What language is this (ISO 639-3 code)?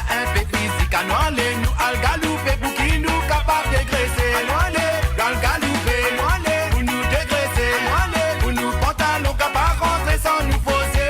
mfe